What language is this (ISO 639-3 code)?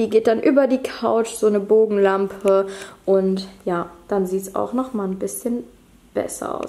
deu